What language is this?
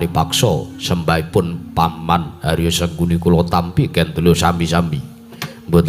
Javanese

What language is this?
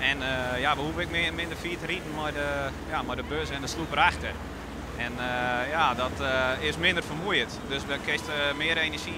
Western Frisian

